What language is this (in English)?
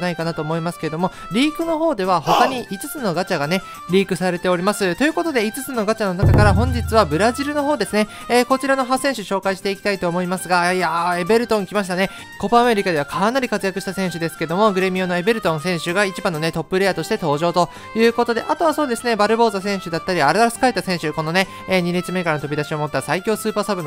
Japanese